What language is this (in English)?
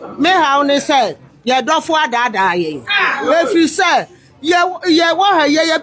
Akan